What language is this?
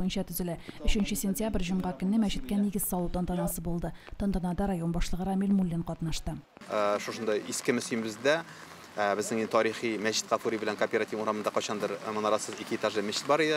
Tatar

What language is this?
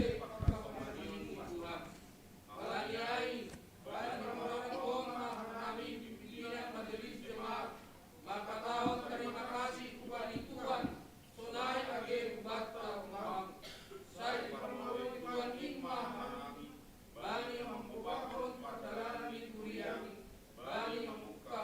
Batak Simalungun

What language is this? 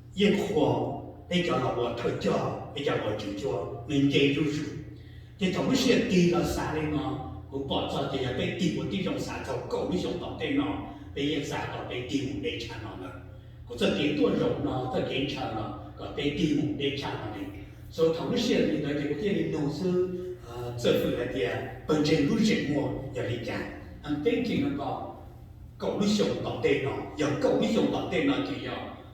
Hmong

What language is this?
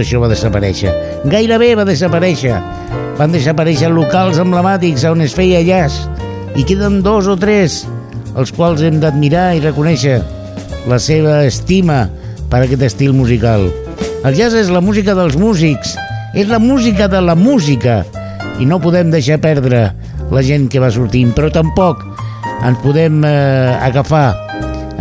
Catalan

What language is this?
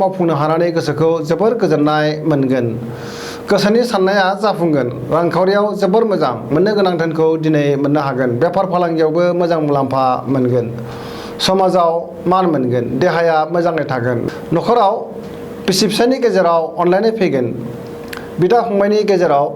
Bodo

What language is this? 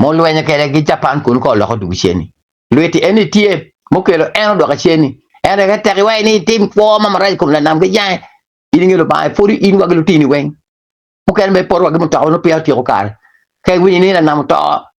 Acoli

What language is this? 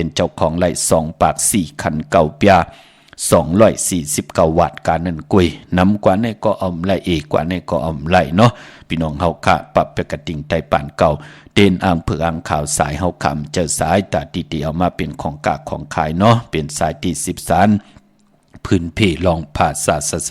Shan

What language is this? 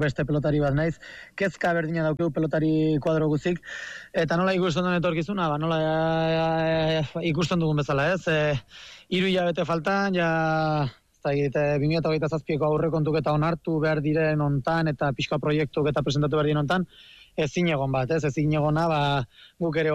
Basque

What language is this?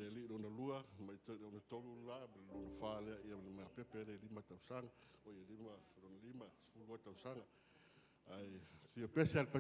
Samoan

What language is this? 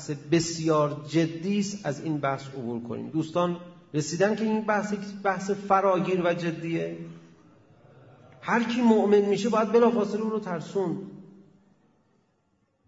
Persian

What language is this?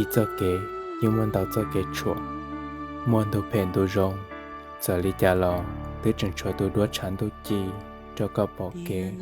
Hmong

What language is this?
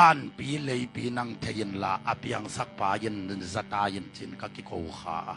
Tedim Chin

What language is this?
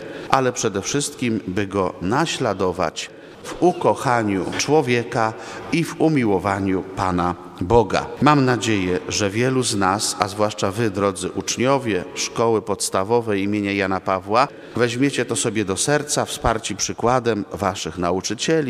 Polish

